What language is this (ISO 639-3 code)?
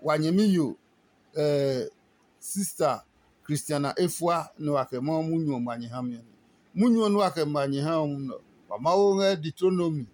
ada